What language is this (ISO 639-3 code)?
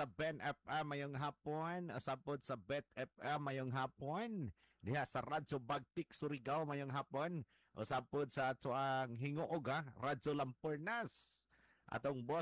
ceb